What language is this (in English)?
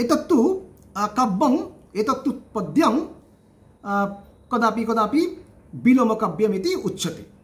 Sanskrit